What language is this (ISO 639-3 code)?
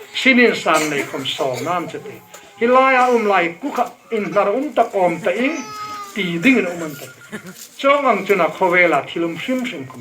hmr